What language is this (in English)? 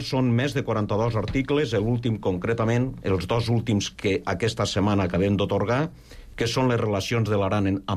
Catalan